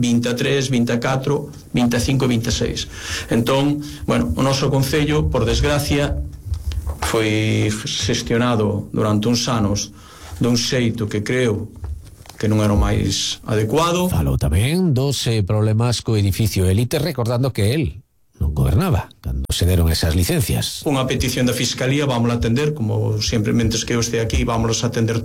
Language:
Galician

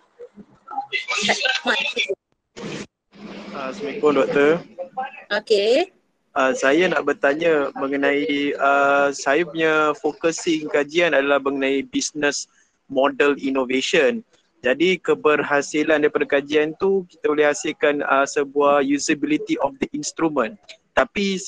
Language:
Malay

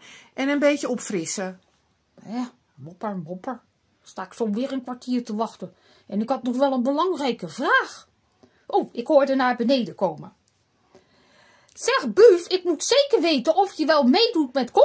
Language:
Dutch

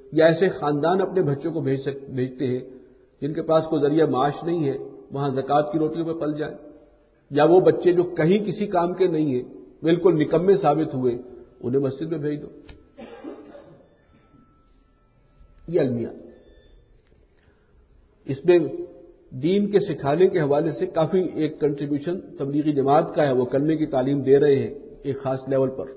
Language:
Urdu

